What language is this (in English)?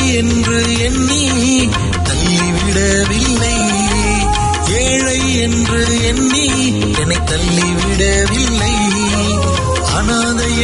Tamil